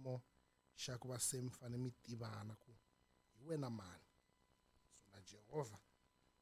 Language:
Tsonga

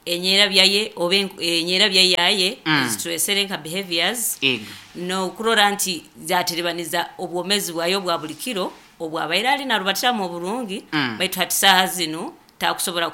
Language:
Nyoro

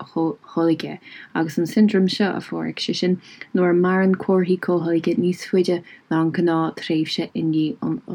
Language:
Irish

